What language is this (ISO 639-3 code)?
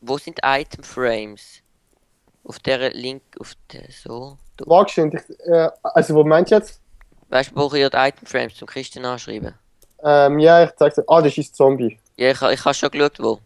gsw